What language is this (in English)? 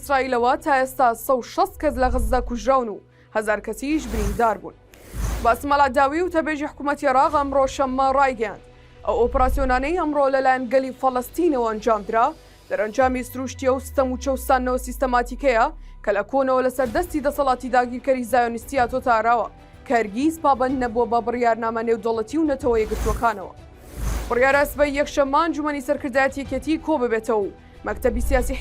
Central Kurdish